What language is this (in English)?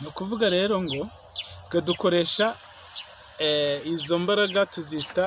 Kinyarwanda